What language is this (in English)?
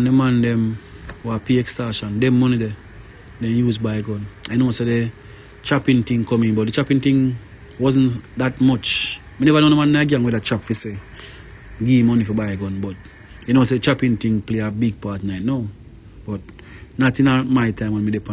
Jamaican Creole English